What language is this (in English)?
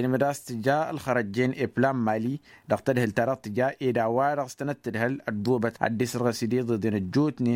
Tamasheq